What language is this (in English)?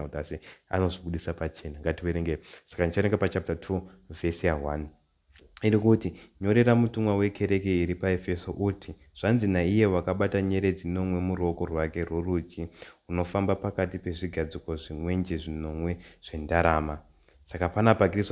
Shona